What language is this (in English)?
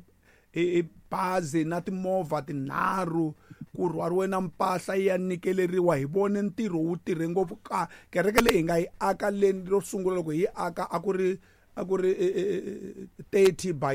Tsonga